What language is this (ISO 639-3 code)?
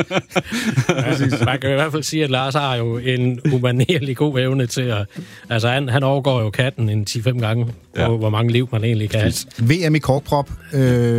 dan